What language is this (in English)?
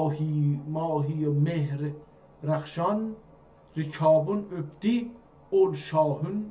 South Azerbaijani